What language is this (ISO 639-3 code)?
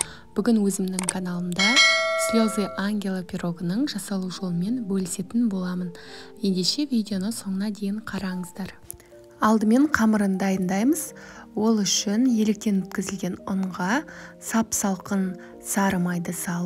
kaz